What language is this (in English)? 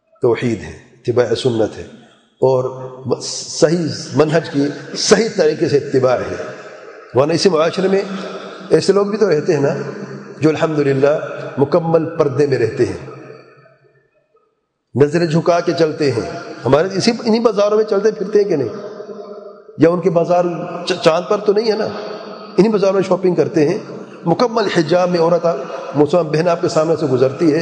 Urdu